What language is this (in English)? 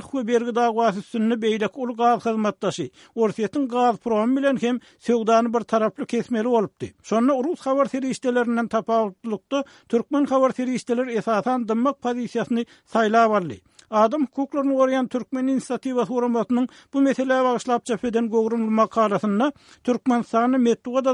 Turkmen